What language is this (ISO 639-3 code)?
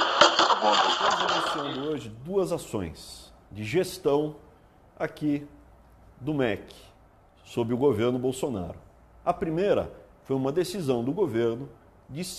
por